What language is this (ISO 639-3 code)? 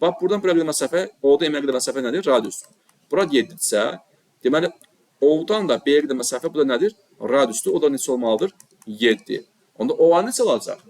aze